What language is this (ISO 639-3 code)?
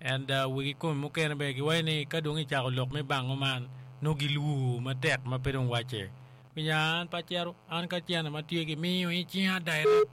ach